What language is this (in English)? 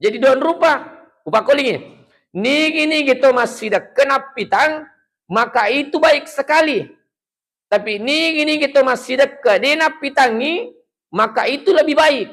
Buginese